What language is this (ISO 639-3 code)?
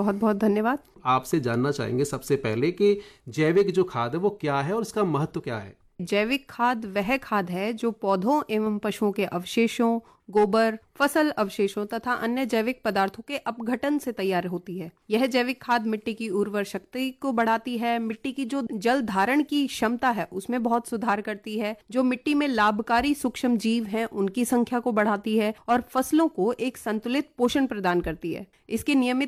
hin